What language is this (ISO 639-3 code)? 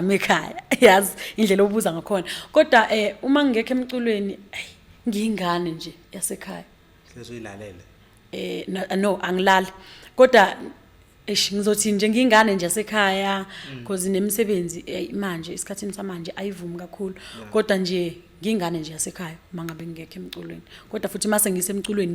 zul